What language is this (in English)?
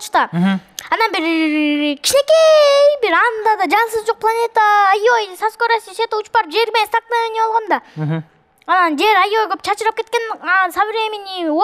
Kyrgyz